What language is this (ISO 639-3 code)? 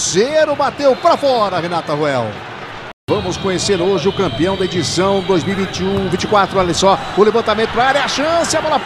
por